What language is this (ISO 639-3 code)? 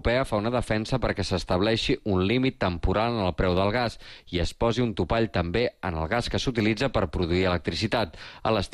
cat